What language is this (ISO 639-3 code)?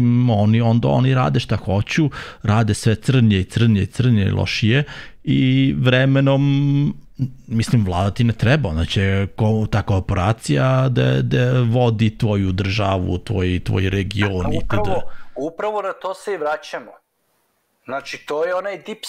srp